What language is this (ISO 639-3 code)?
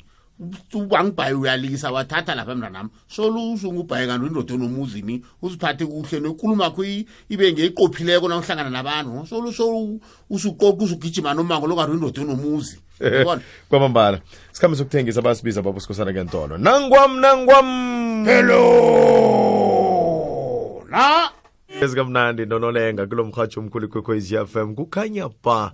nbl